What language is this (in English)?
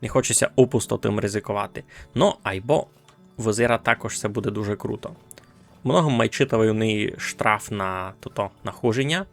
Rusyn